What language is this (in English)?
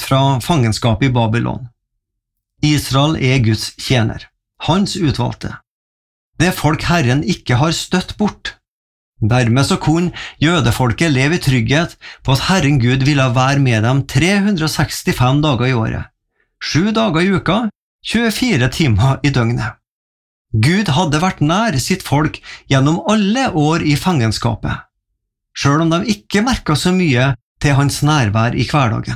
Norwegian